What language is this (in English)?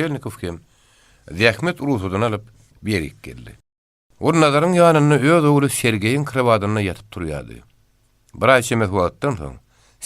Turkmen